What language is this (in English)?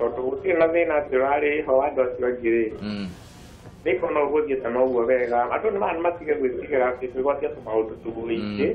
Kikuyu